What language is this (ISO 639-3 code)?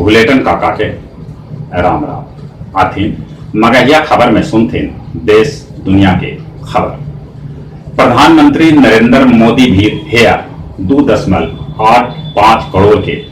mag